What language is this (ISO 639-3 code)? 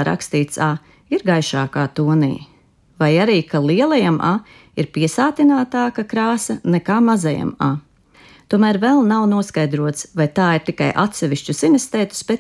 lav